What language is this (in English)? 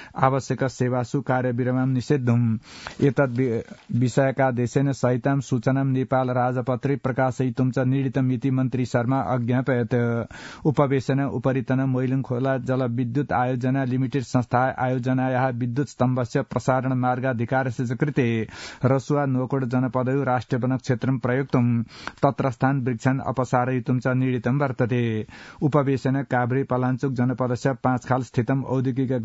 Sanskrit